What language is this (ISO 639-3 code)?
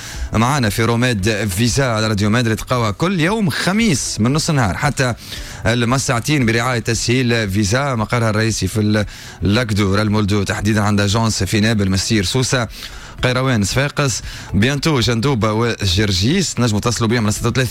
aeb